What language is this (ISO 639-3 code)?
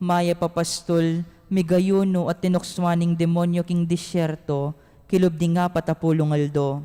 pam